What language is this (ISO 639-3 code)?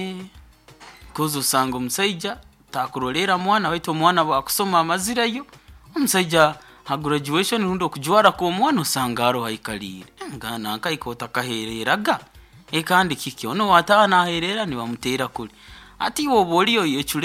nyo